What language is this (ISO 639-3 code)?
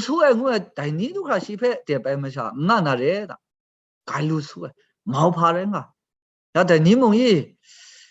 kac